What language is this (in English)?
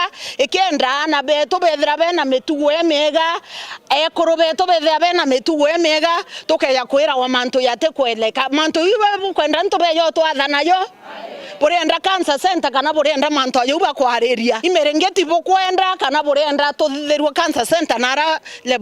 Meru